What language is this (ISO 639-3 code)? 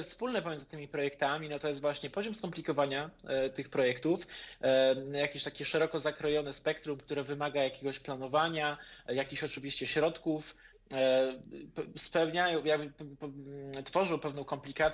pol